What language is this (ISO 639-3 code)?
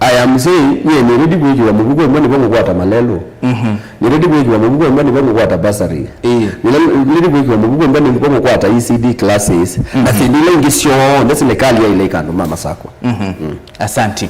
kam